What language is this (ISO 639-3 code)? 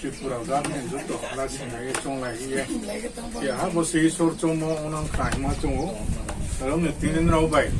ria